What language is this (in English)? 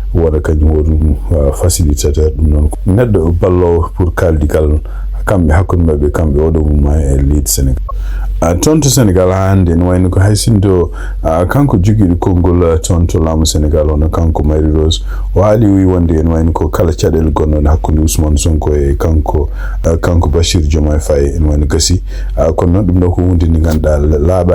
Fula